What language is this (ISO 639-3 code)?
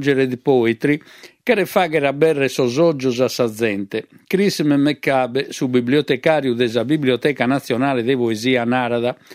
srd